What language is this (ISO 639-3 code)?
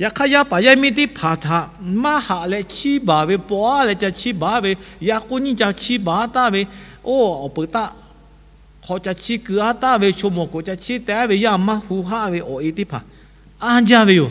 lhu